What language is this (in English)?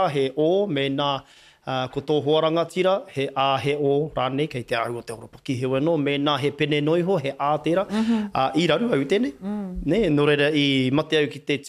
Māori